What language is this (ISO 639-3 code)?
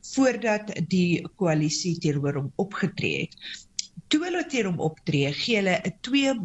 afr